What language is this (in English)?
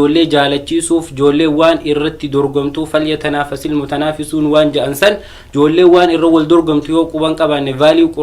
Oromo